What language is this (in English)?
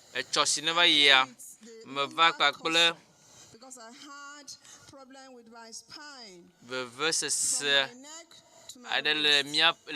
Ewe